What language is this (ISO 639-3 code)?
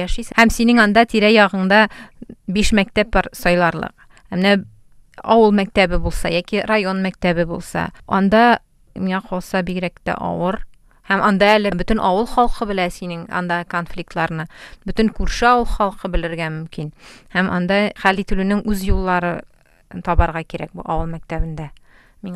tat